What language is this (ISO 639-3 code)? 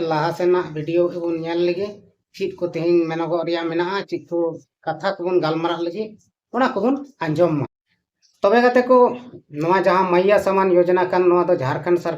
sat